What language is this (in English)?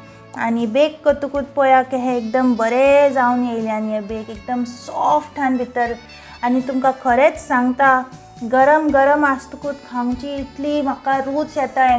Konkani